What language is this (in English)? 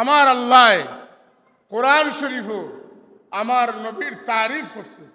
Sylheti